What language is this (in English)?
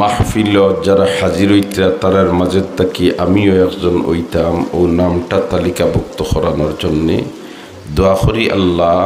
Sylheti